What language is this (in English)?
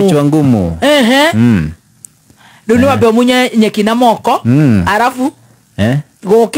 Kikuyu